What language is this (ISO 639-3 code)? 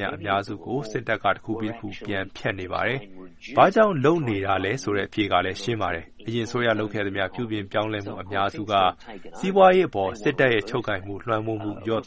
mya